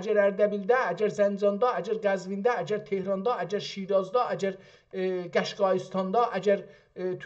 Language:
South Azerbaijani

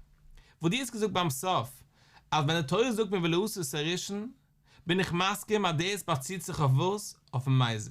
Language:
Yiddish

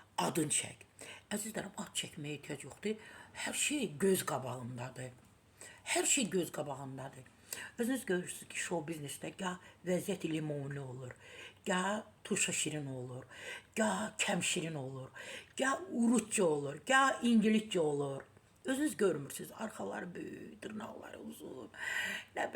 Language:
Azerbaijani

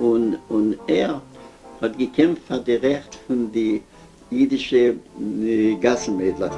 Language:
Yiddish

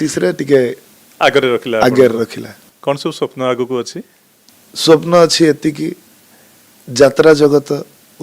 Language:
Odia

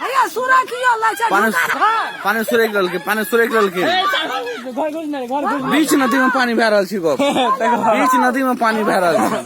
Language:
Maithili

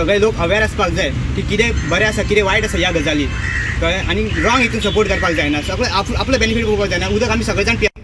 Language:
Konkani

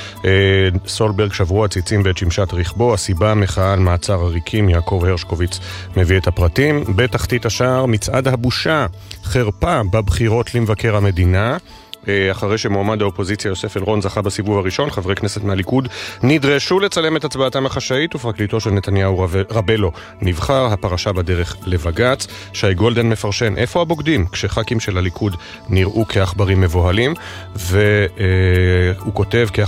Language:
Hebrew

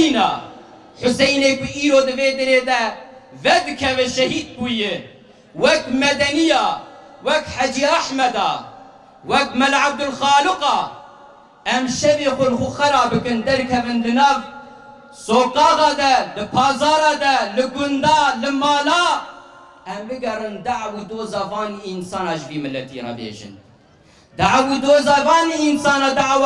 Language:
Kurdish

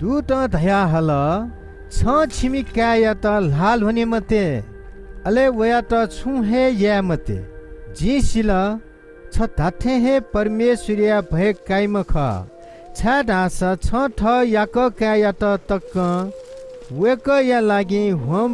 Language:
Newari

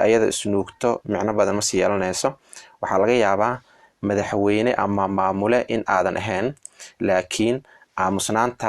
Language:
Somali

